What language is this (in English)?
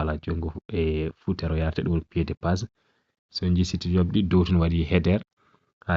Fula